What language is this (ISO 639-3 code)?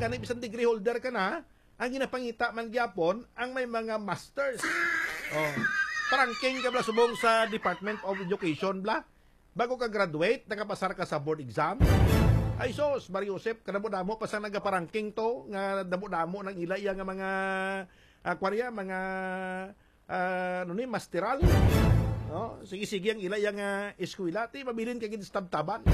hil